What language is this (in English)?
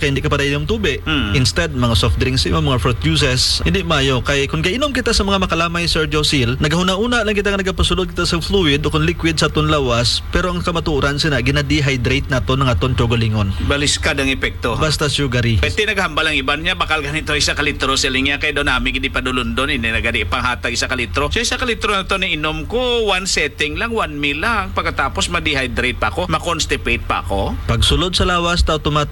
Hiligaynon